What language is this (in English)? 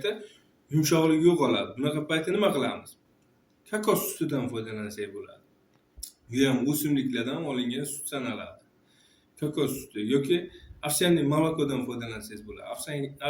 Uzbek